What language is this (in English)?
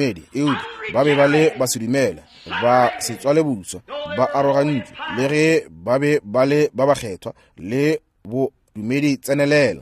Northern Sotho